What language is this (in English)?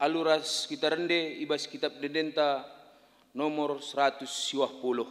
Batak Karo